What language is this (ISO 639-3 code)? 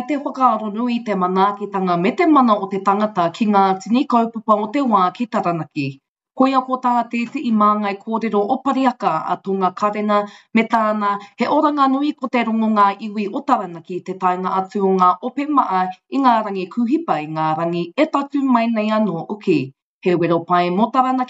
mri